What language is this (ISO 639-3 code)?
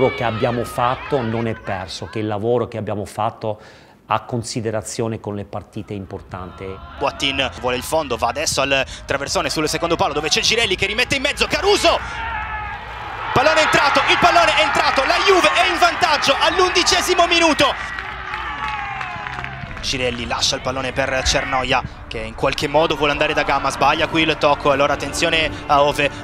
ita